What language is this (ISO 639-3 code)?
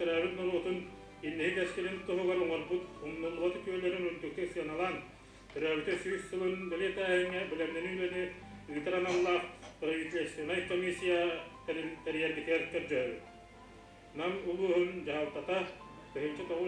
sah